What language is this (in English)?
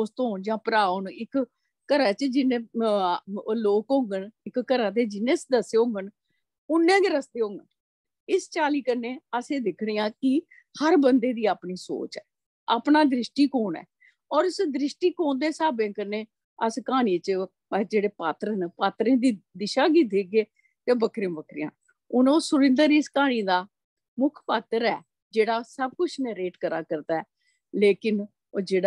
Dogri